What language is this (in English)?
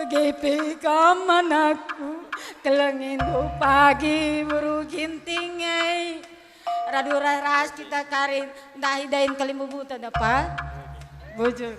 Batak Karo